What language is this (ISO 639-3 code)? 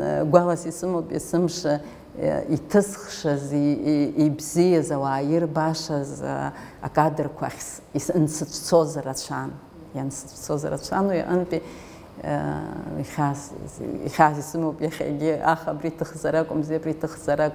abk